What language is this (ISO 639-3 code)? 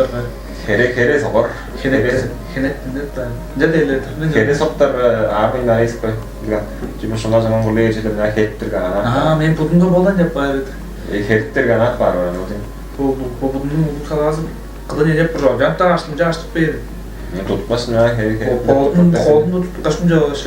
tyv